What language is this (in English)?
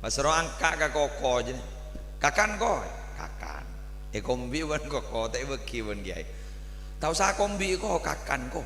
Madurese